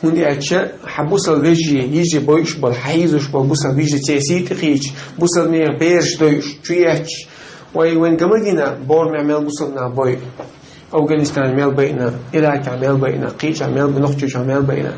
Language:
Chechen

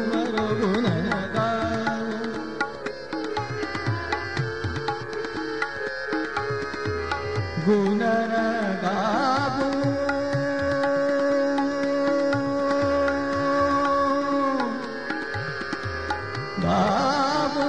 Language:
Hindi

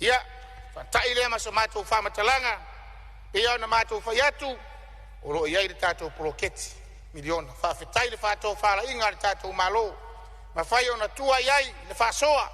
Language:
Samoan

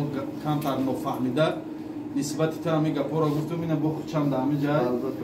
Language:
Tajik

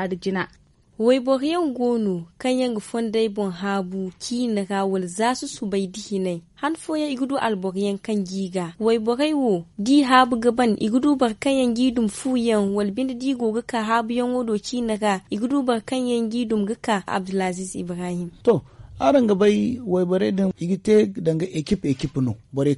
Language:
Zarma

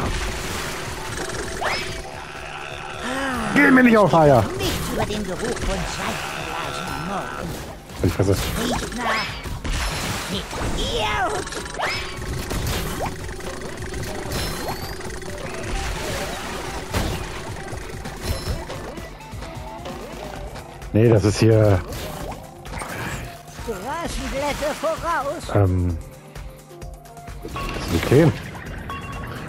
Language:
German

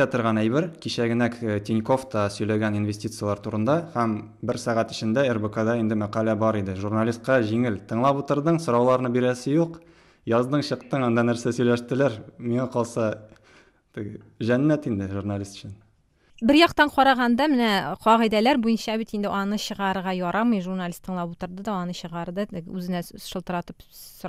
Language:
Tatar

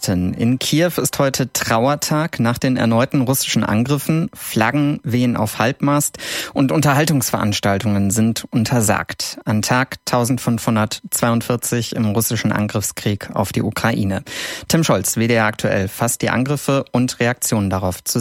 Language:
German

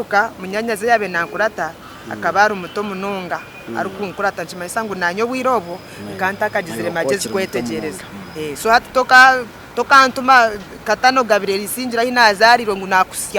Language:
Nyankole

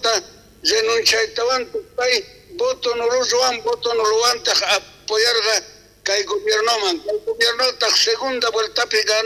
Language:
South Bolivian Quechua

